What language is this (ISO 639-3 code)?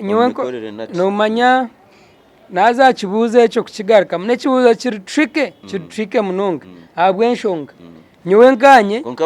nyn